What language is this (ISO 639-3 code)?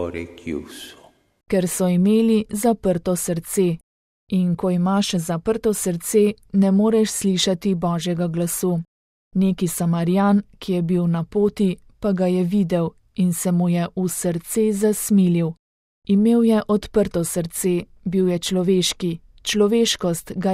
slv